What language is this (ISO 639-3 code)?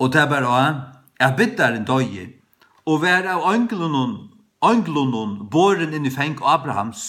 fao